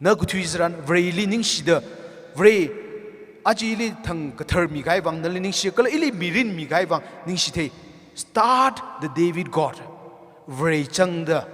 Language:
Tangkhul Naga (India)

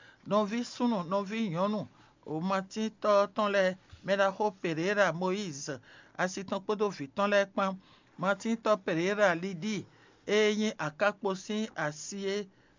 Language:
Fon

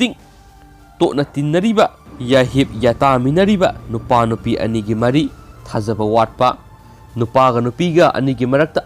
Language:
Manipuri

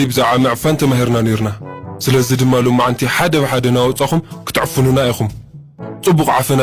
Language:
Tigrinya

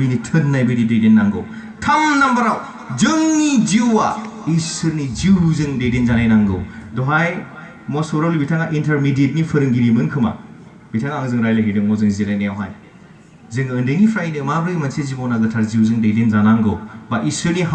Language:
Bodo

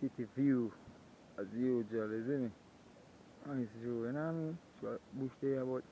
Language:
Jamaican Creole English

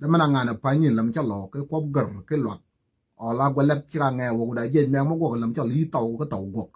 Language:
Nuer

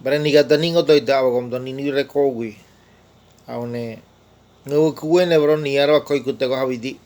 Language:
Ngäbere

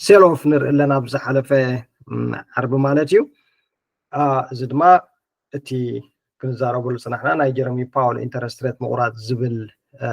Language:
Tigrinya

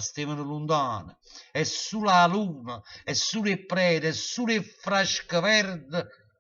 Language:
Neapolitan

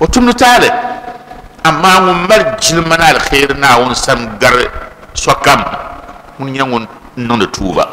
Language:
Dagbani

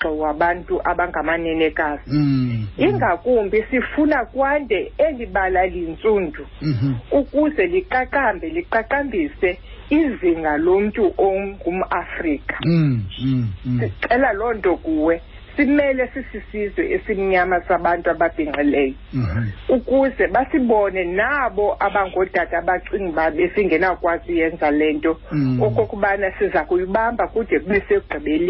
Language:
Xhosa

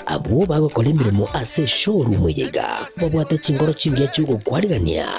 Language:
Gusii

